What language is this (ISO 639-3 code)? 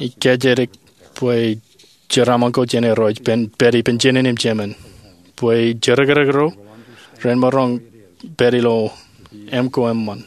mah